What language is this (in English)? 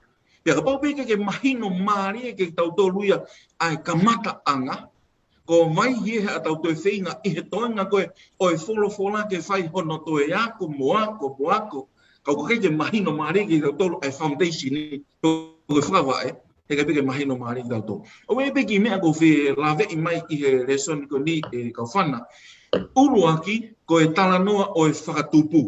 Tongan